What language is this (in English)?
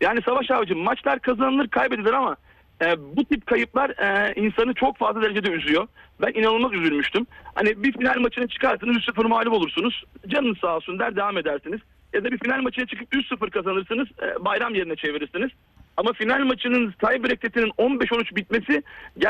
Turkish